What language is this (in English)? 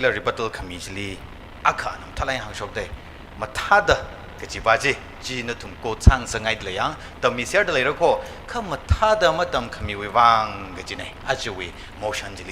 Tangkhul Naga (India)